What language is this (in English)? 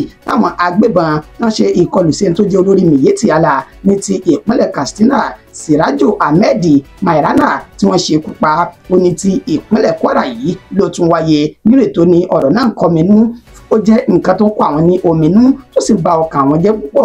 Yoruba